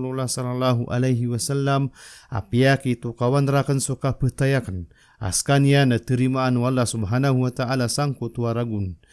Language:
Maranao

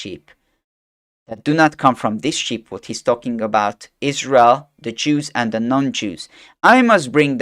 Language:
English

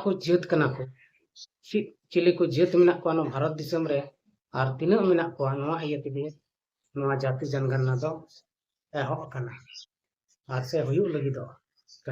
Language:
Santali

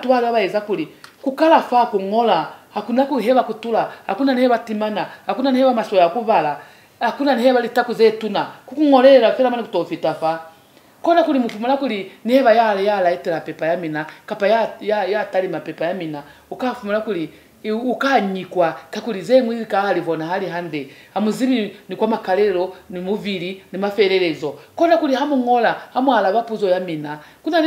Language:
Lozi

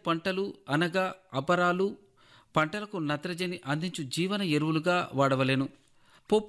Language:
Telugu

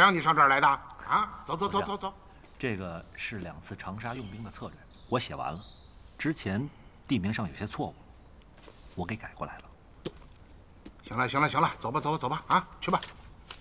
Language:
Chinese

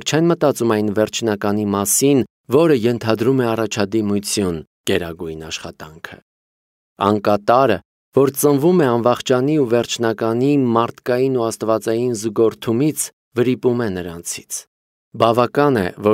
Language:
Armenian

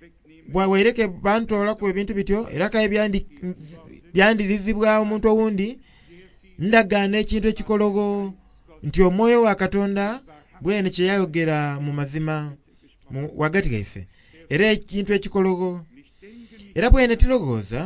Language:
Soga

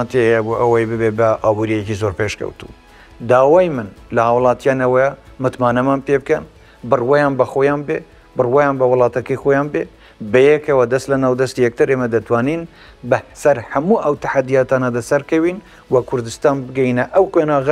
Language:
Central Kurdish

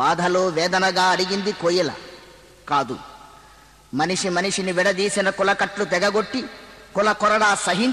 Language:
Telugu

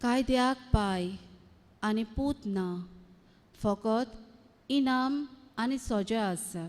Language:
Konkani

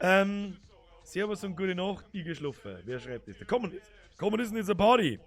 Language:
Bavarian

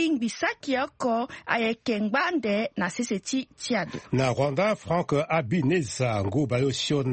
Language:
Sango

